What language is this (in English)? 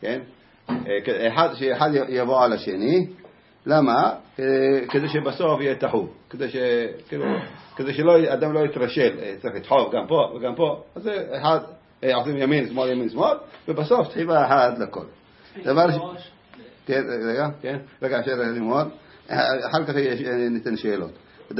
Hebrew